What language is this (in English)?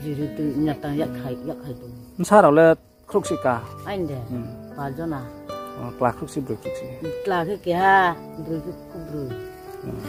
Riang (India)